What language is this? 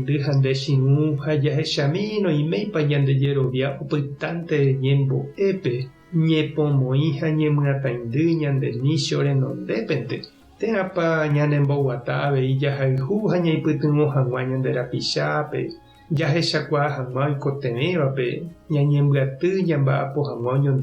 Guarani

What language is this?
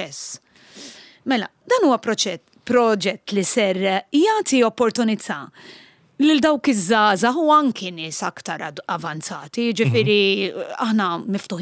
Maltese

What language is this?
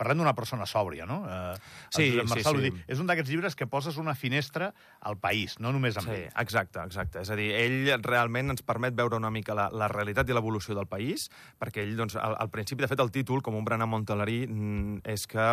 Catalan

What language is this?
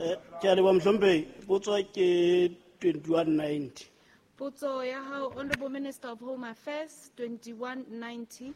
Southern Sotho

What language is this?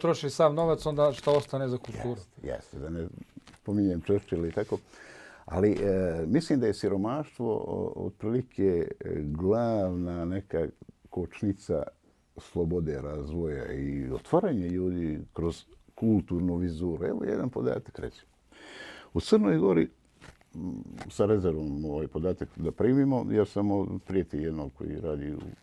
Bosnian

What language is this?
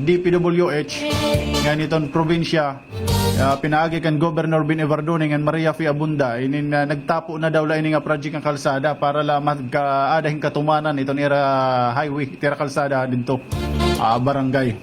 Waray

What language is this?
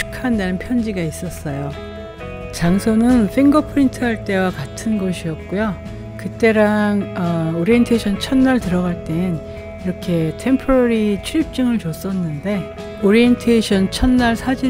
Korean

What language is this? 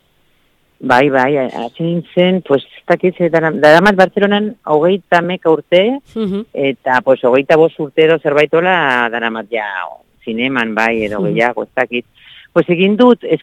Basque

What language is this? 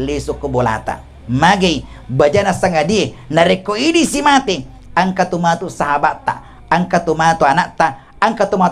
Buginese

